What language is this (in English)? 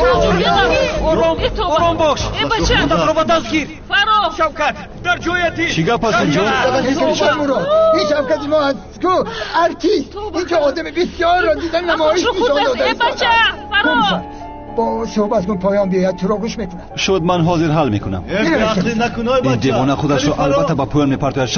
Tajik